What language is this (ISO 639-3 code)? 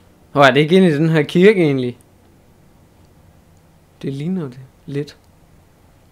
dan